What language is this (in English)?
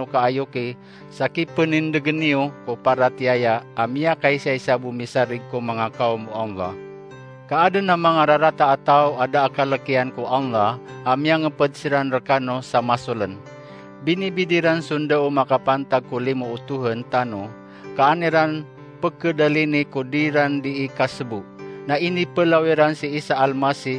Maranao